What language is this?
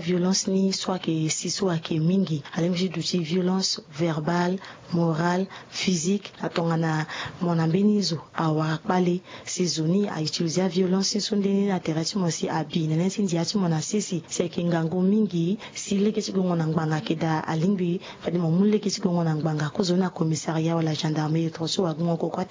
Sango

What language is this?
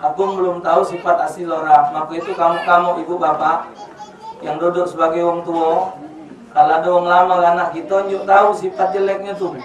Musi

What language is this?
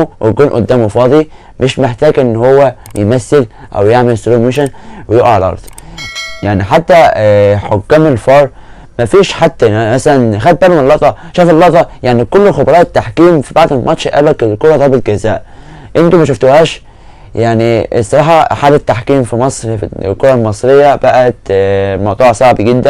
Egyptian Arabic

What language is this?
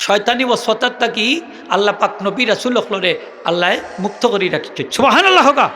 Sylheti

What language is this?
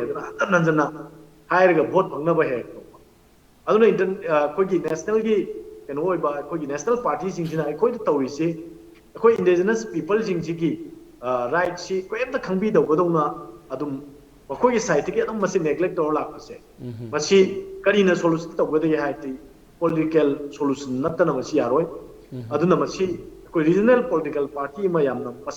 Manipuri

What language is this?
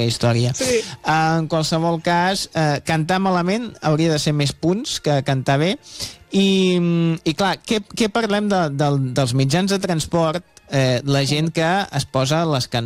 Catalan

